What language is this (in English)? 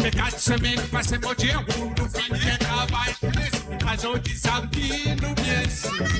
Morisyen